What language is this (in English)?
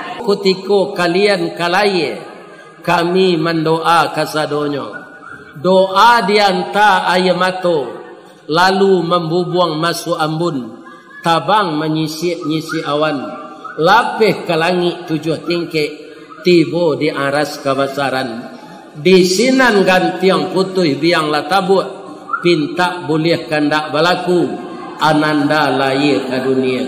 Minangkabau